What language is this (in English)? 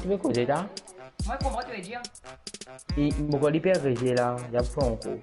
Morisyen